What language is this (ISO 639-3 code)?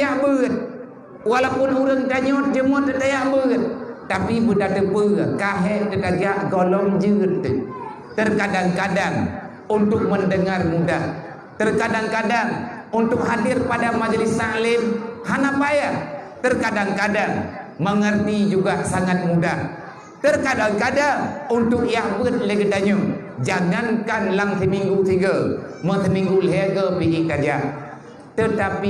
ace